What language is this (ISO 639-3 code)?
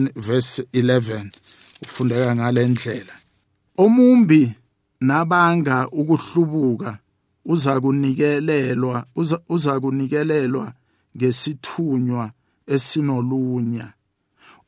nbl